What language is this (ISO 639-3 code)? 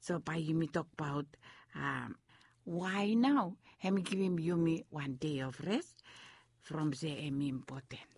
bis